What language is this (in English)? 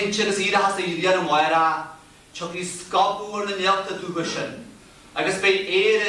Irish